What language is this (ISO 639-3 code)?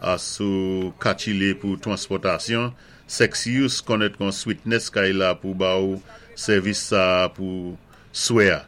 acf